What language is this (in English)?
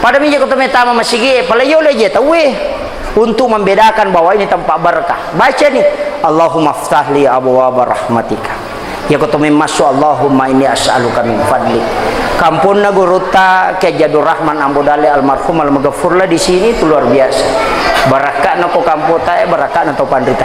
Buginese